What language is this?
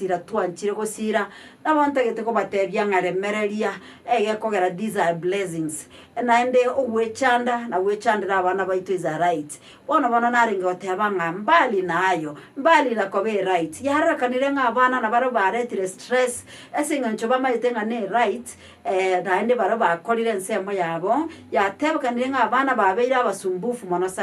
Gusii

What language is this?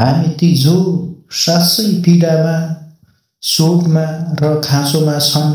Nepali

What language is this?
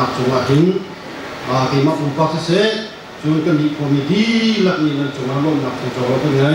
Hakha Chin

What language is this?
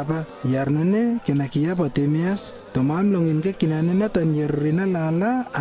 Lewo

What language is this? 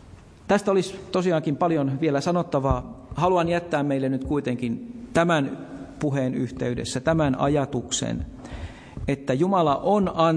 Finnish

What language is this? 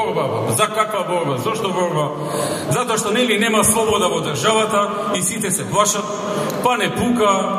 Macedonian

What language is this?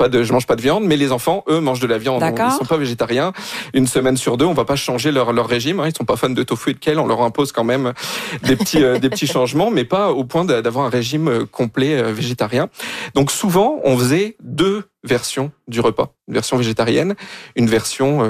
French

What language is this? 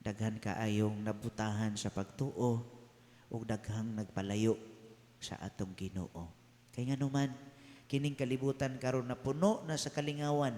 Cebuano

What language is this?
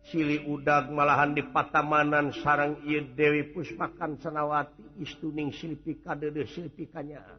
Sundanese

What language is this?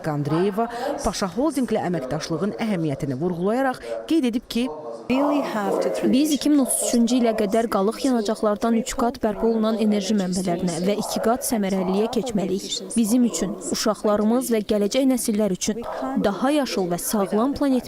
Azerbaijani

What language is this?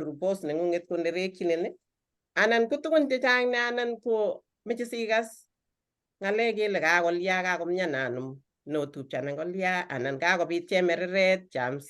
Kalenjin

